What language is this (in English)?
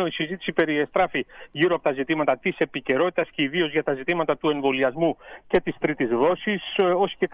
Greek